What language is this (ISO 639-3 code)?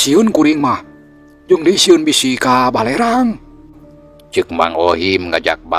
sun